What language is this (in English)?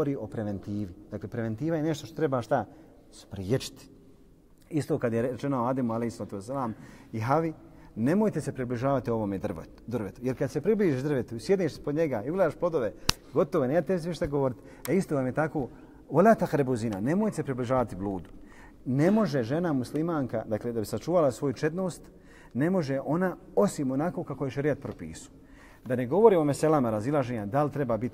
Bosnian